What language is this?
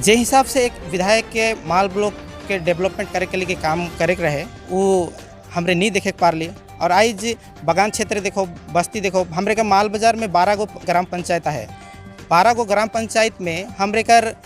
Sadri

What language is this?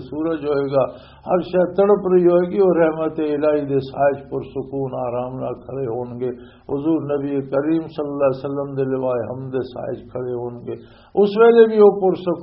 Western Panjabi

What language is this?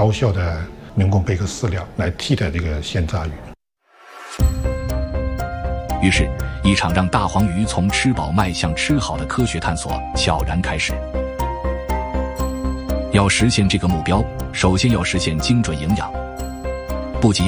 Chinese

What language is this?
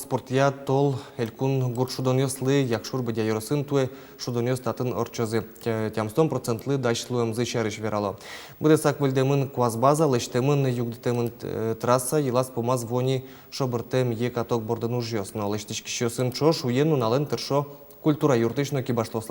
Udmurt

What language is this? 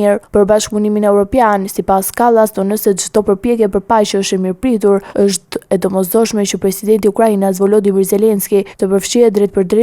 Albanian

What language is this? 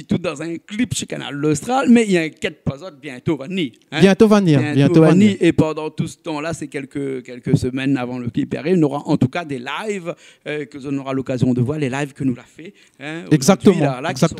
Réunion Creole French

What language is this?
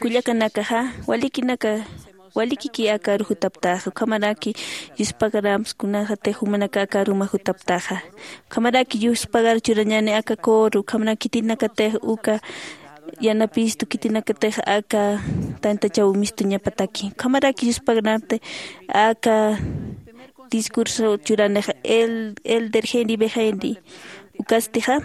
Aymara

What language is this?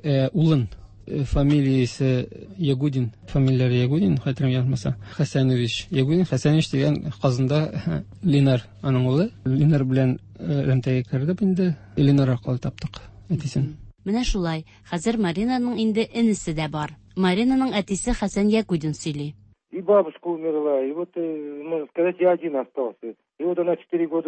Tatar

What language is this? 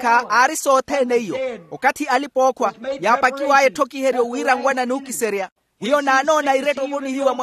Makhuwa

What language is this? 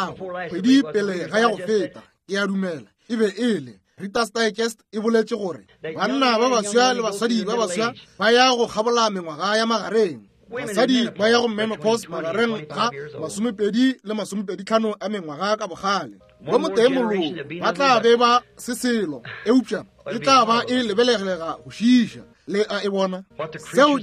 Northern Sotho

